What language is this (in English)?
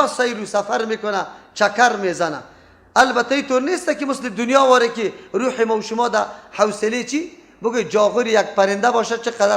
Persian